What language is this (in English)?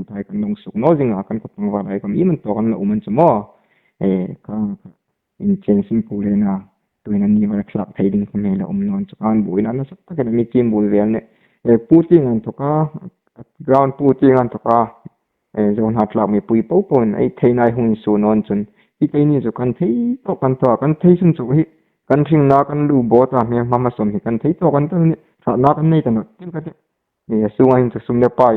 Hmar